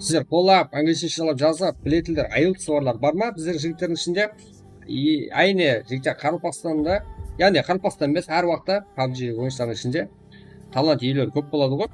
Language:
Kara-Kalpak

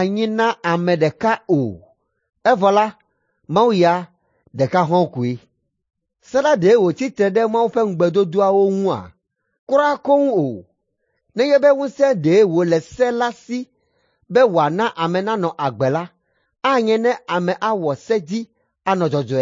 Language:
Ewe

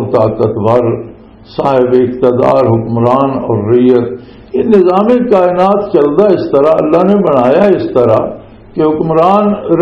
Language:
Western Panjabi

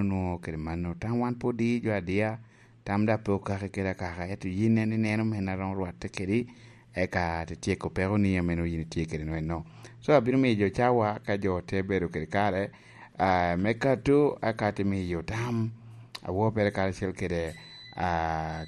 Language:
Lango (Uganda)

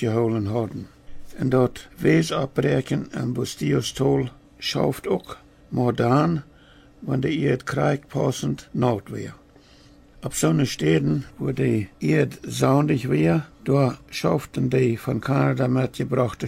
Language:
Plautdietsch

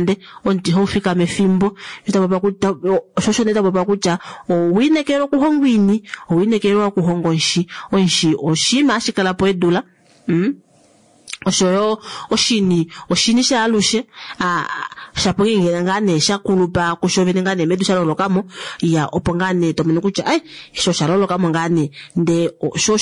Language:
Kuanyama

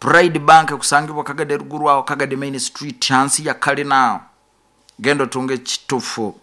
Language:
Nyoro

